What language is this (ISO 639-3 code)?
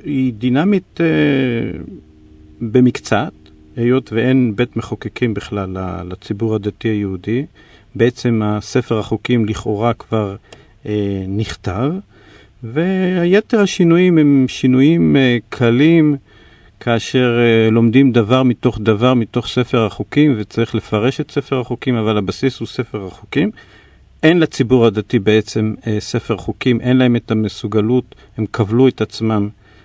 heb